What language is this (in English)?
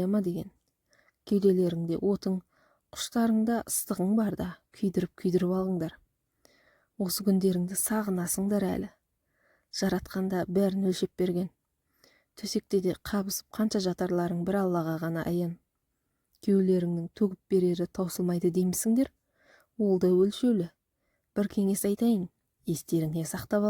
Kazakh